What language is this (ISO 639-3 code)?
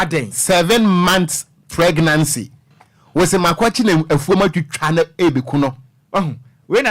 aka